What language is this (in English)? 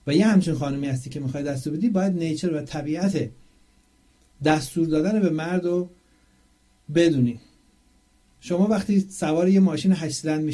Persian